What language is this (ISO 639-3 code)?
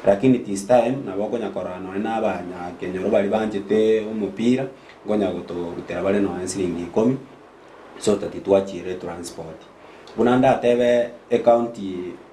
guz